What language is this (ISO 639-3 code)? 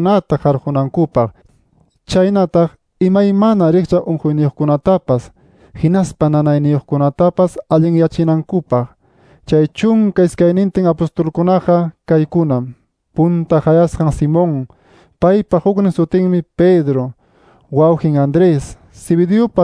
quy